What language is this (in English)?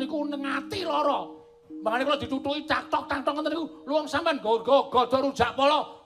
Javanese